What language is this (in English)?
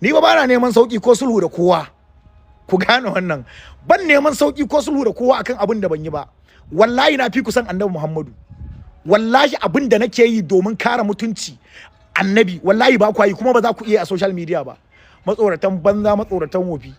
Hausa